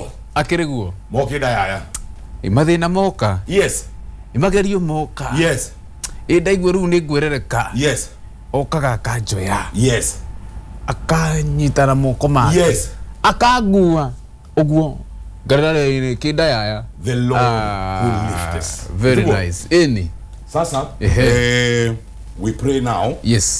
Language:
Kikuyu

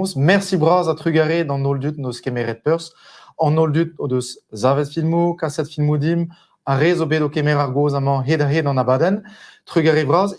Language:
Breton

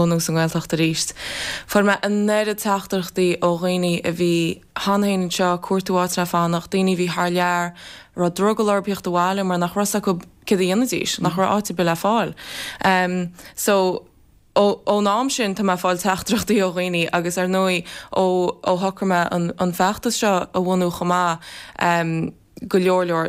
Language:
Irish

